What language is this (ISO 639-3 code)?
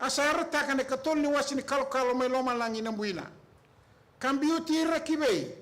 fij